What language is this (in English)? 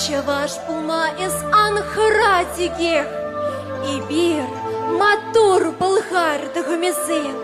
Chuvash